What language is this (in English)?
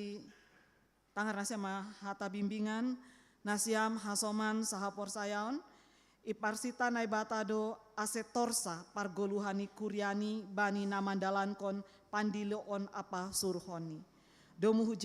Batak Simalungun